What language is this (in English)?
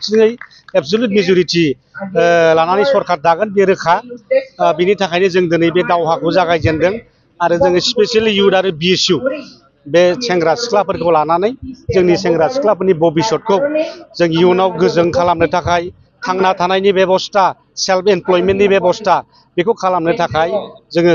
Bodo